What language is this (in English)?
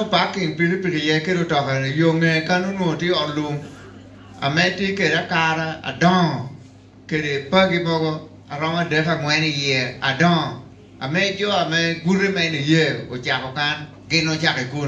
Lango (Uganda)